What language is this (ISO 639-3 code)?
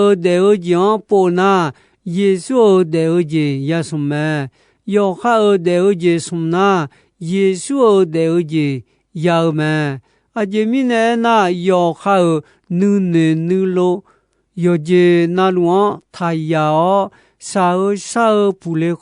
ahk